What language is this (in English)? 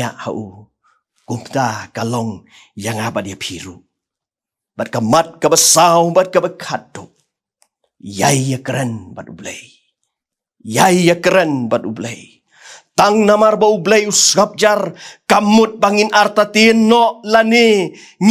Khasi